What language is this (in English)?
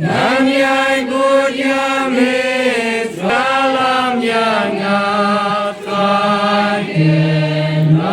Khasi